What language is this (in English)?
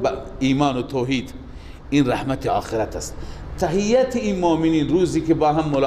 Persian